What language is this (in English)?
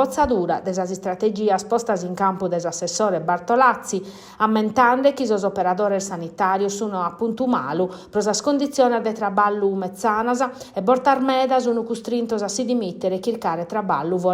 Sardinian